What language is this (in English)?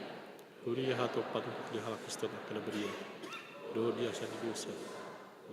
Batak Toba